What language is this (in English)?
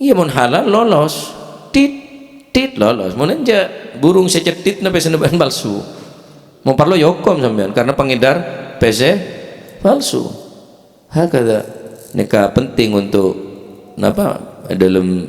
Madurese